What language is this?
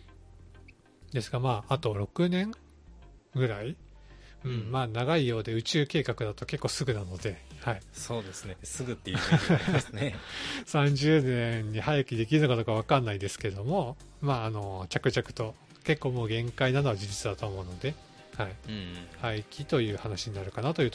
Japanese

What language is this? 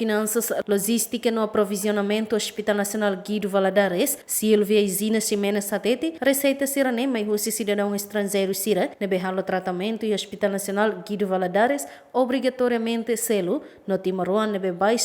Tetum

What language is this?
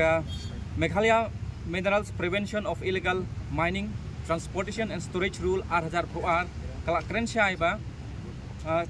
Khasi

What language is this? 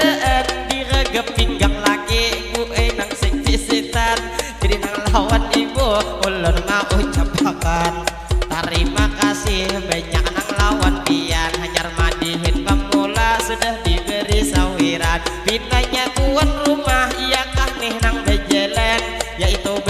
Banjar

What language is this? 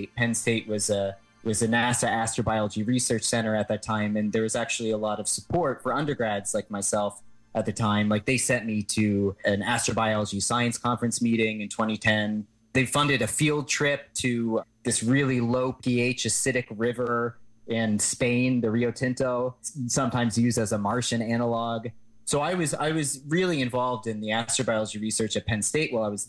English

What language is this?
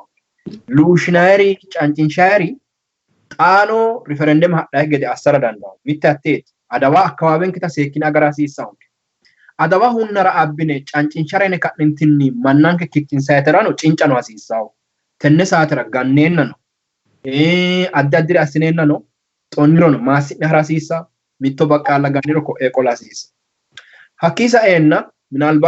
Sidamo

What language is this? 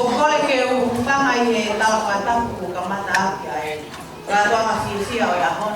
Tongan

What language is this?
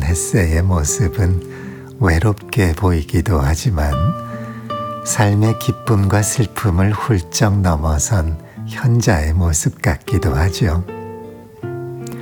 Korean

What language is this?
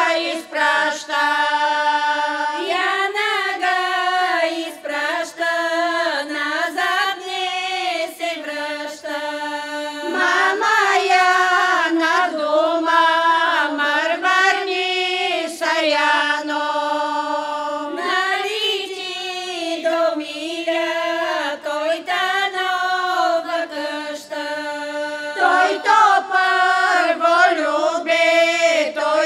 Bulgarian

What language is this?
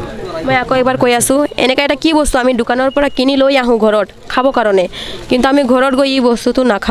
Assamese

